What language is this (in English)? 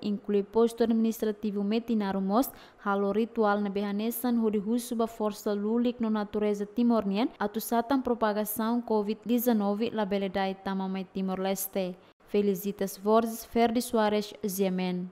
Tetum